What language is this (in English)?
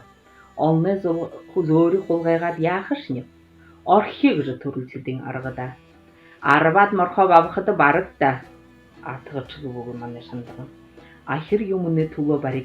Buriat